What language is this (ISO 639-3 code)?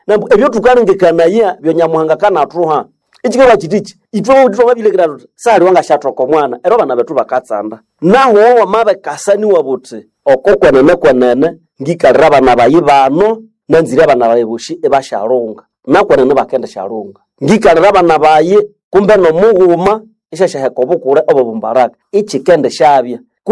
nnb